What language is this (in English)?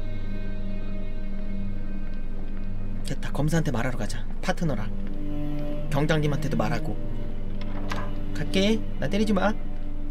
Korean